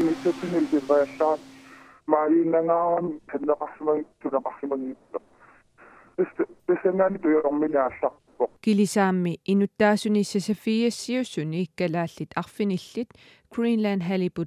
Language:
Kalaallisut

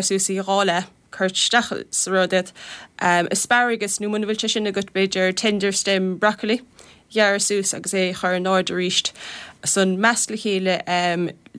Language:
Irish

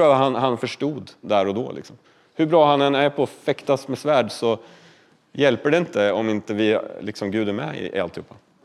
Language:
Swedish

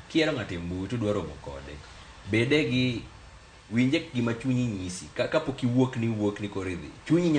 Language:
Luo (Kenya and Tanzania)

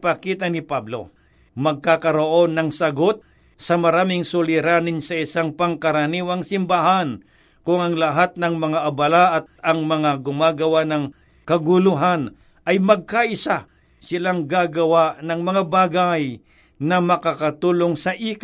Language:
Filipino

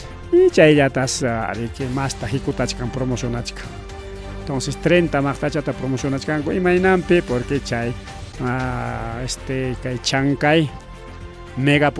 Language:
Ayacucho Quechua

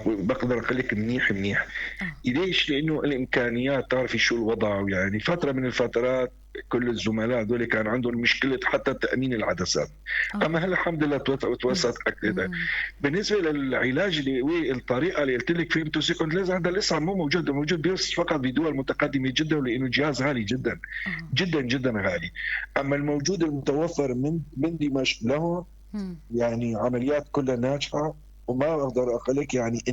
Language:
North Levantine Arabic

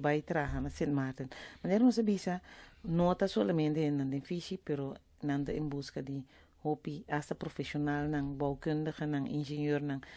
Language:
Papiamento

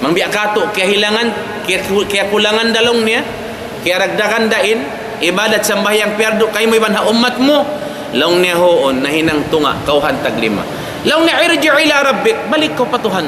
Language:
Tausug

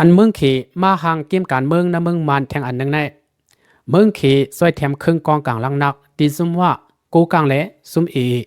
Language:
Shan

